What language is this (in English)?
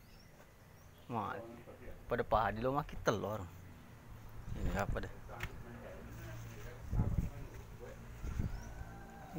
Malay